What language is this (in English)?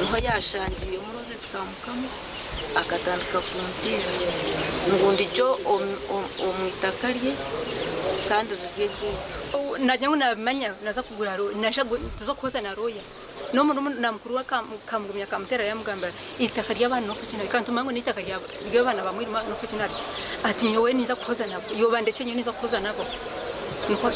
Nyankole